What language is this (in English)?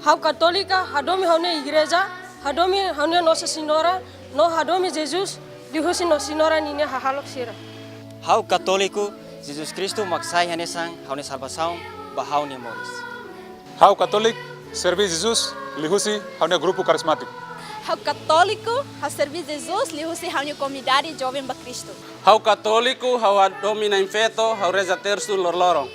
Tetum